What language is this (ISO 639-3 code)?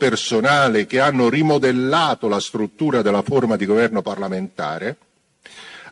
ita